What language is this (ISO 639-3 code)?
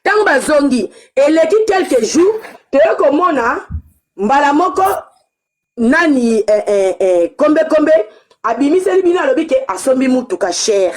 lin